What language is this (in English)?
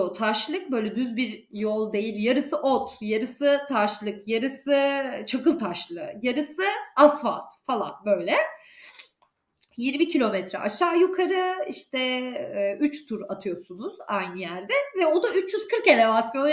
Turkish